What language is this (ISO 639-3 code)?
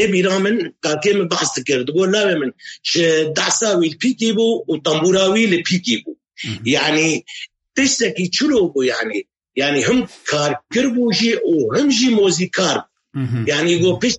kur